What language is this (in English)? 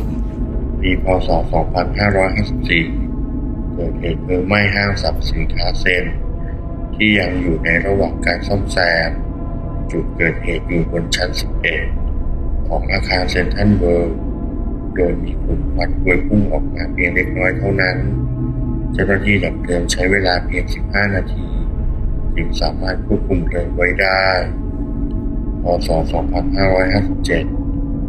Thai